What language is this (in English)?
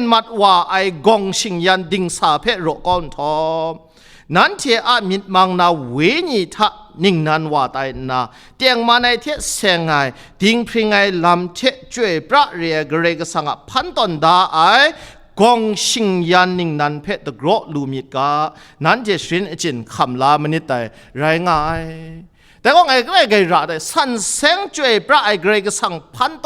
Kachin